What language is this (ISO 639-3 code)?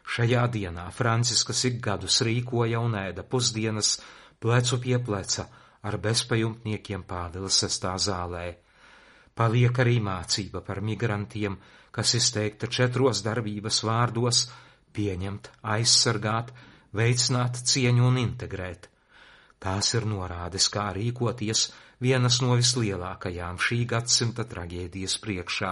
lav